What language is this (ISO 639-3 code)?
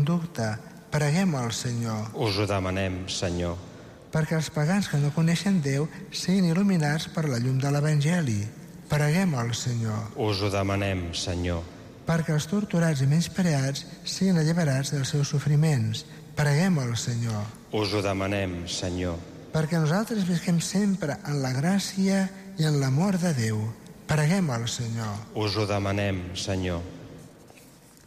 cat